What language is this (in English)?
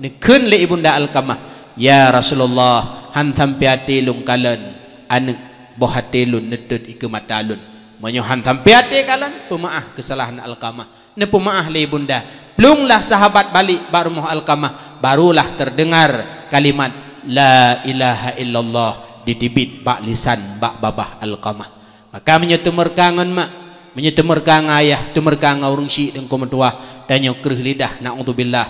Achinese